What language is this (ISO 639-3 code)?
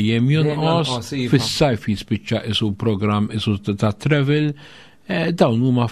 mlt